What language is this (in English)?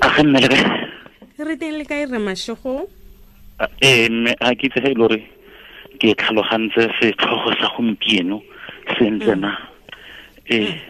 Tswana